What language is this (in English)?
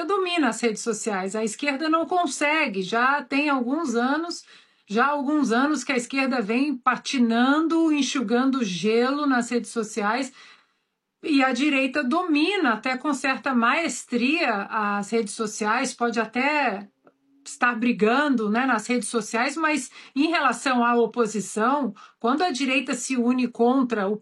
Portuguese